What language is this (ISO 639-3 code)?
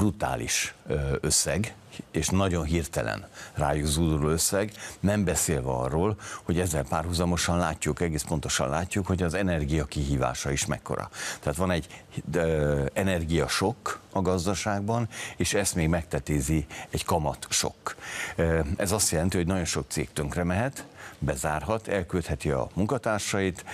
hun